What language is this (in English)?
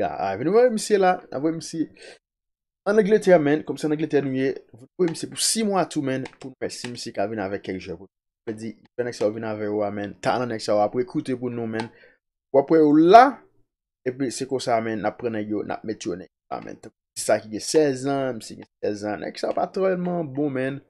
Haitian Creole